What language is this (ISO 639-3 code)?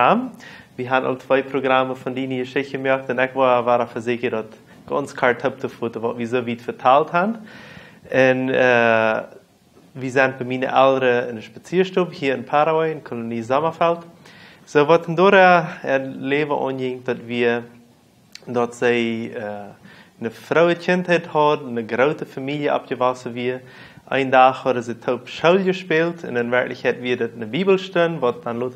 pdt